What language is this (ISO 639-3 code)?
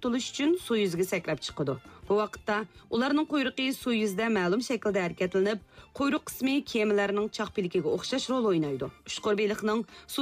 uig